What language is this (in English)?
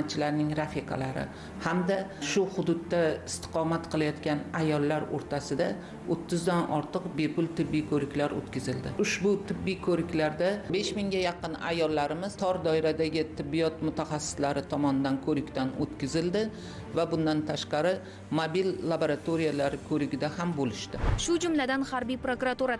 Uzbek